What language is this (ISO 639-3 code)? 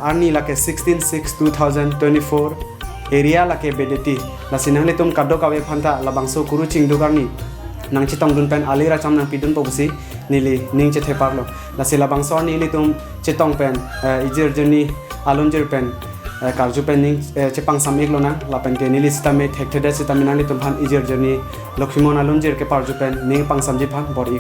mjw